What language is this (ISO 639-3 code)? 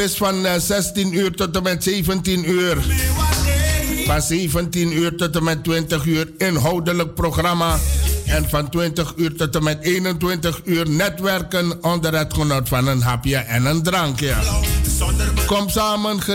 nld